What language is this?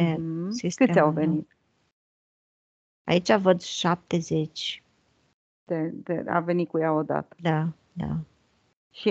Romanian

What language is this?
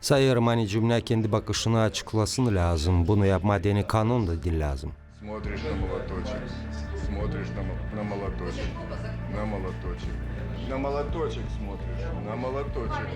Gagauz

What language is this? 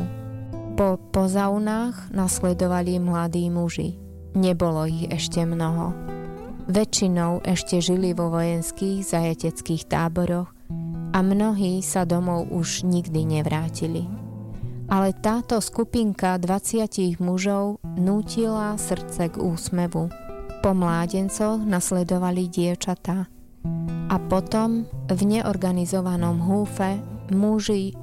Slovak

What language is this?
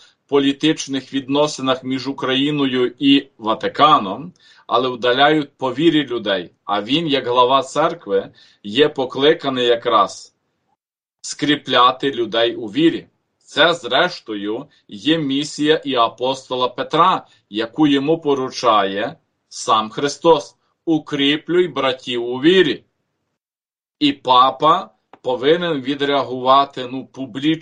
Ukrainian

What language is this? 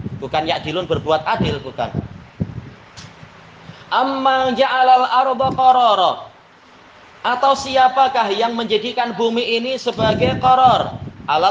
Indonesian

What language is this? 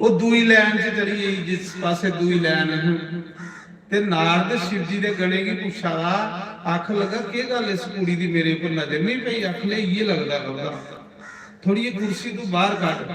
Dogri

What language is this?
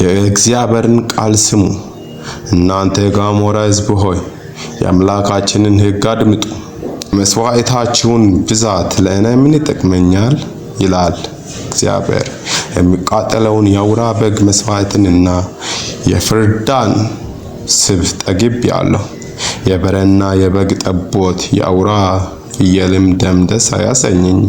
Amharic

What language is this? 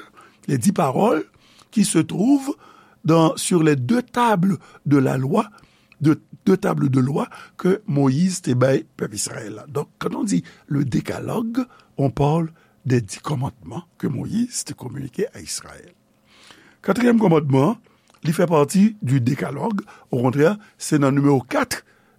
Haitian Creole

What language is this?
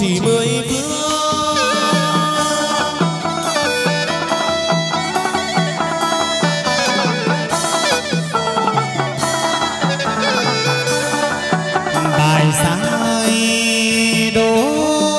Vietnamese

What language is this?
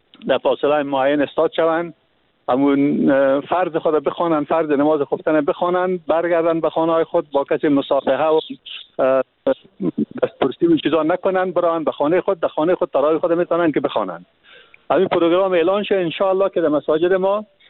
Persian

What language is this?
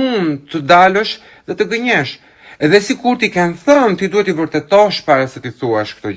Albanian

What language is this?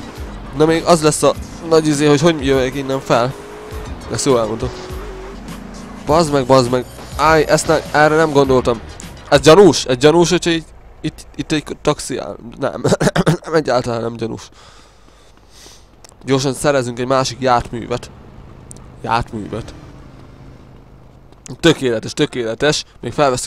Hungarian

